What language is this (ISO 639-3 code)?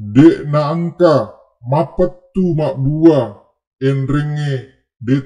bug